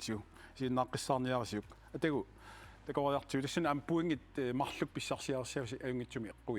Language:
Kalaallisut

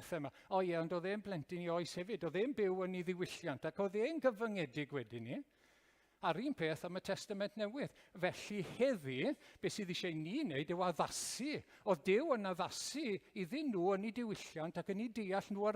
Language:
Welsh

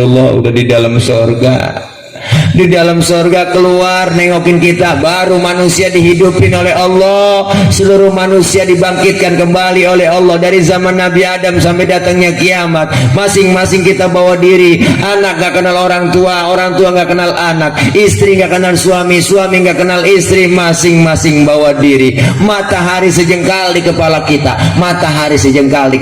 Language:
Betawi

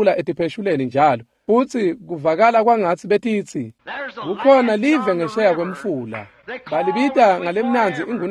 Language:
Swati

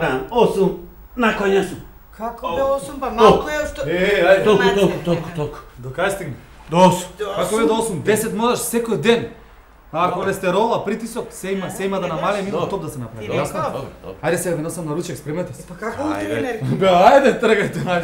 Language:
Macedonian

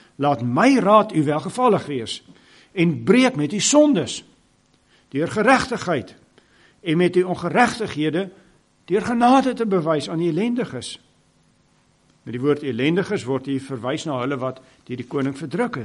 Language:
Afrikaans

